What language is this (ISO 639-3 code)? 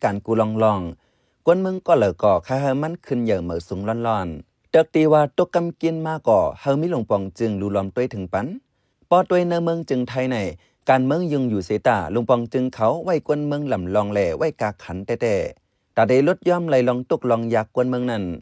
shn